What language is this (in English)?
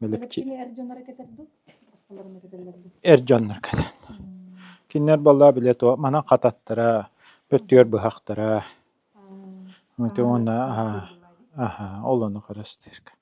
Yakut